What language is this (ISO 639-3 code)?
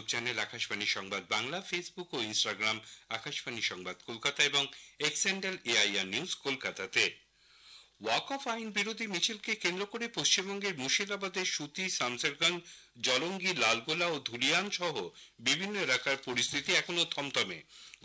ben